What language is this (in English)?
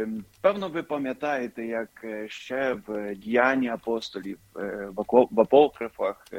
Ukrainian